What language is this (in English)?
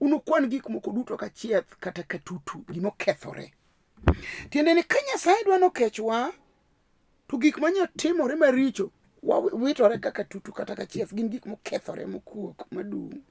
Luo (Kenya and Tanzania)